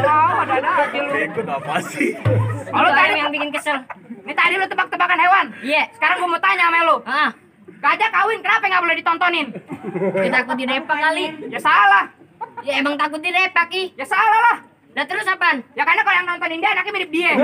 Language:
Betawi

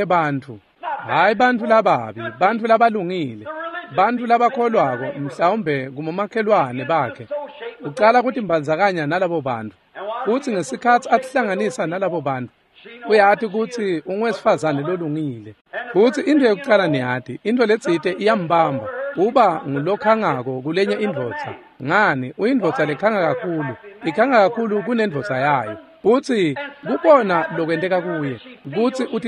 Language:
Swati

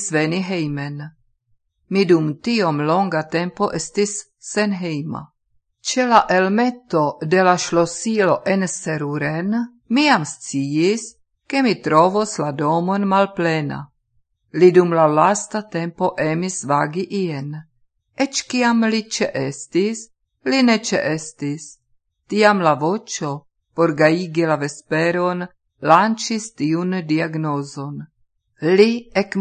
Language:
Esperanto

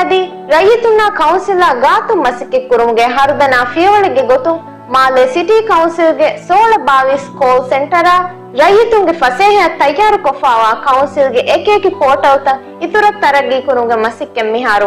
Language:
Divehi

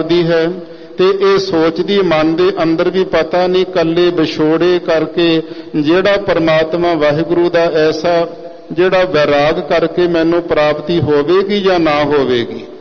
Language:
Punjabi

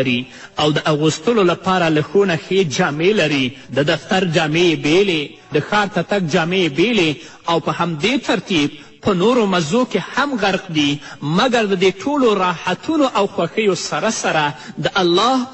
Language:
Pashto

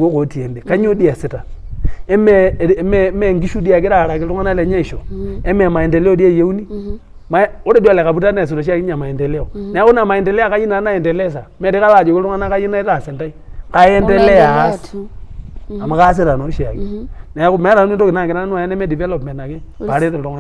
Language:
Masai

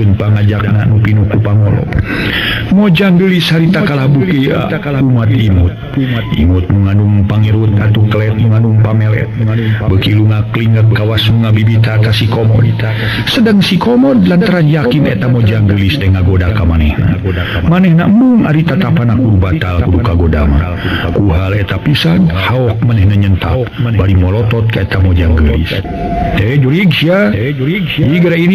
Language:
Sundanese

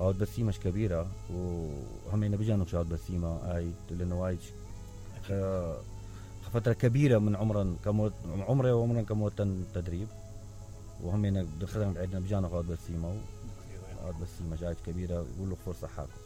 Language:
Mesopotamian Arabic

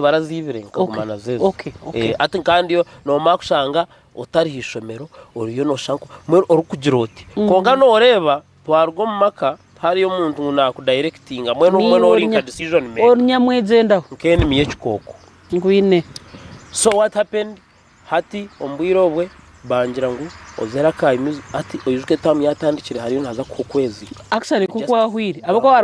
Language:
Nyankole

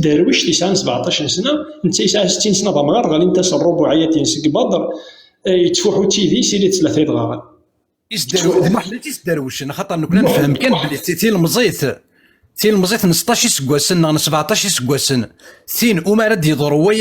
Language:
Kabyle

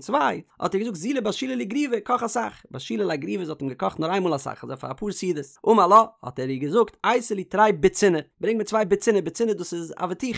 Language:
Yiddish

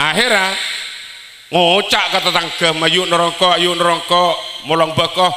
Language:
Madurese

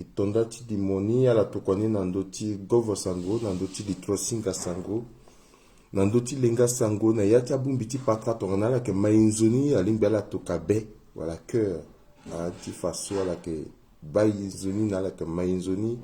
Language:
Sango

